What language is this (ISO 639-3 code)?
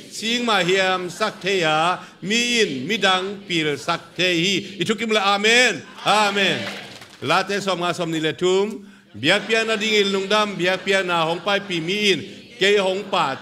ctd